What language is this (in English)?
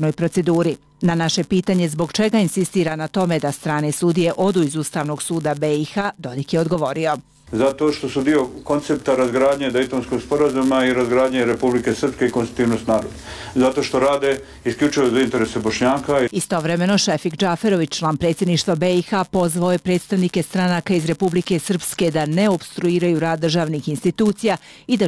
Bosnian